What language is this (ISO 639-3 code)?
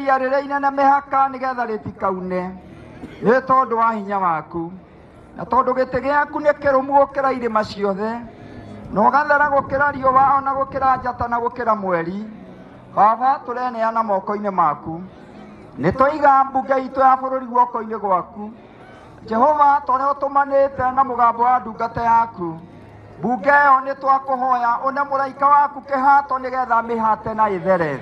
kik